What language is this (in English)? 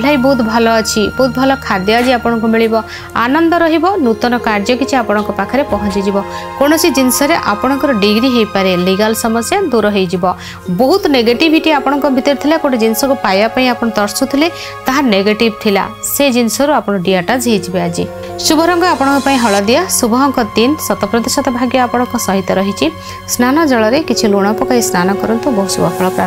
Odia